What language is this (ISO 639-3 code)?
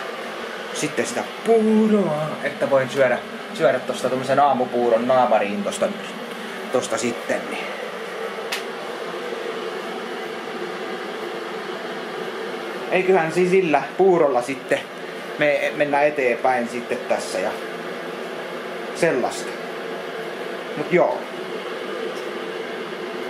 fin